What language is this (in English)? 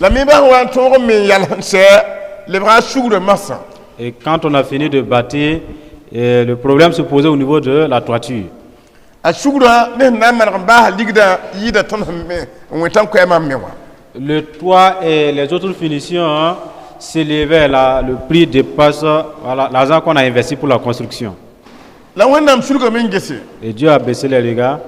Mossi